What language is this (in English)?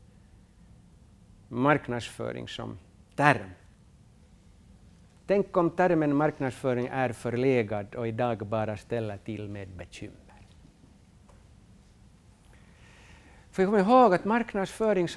Swedish